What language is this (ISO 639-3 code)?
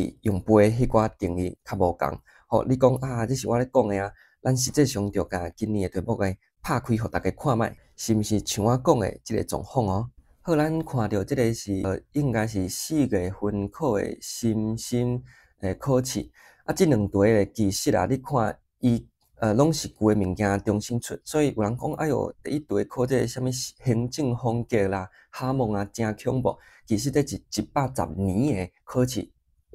nan